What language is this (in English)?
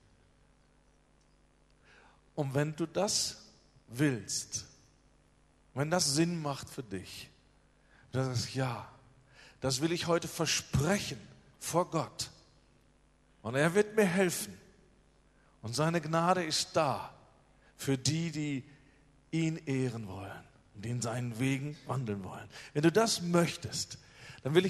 German